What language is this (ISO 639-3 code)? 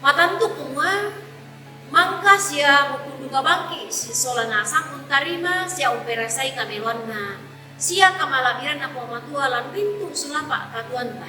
sda